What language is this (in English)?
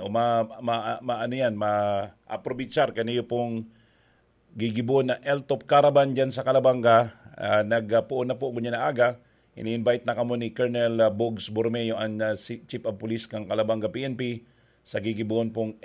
Bikol